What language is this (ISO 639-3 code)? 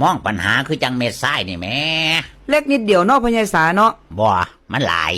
tts